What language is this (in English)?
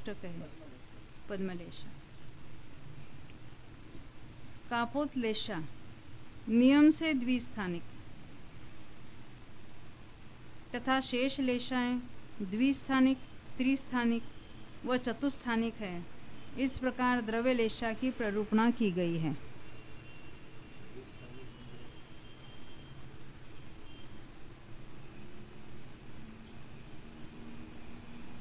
Hindi